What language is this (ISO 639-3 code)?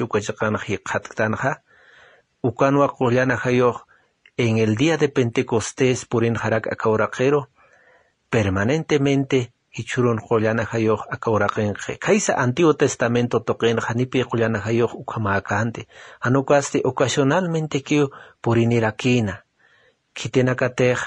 aym